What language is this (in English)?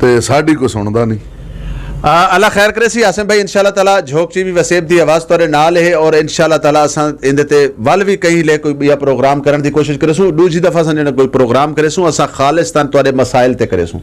Saraiki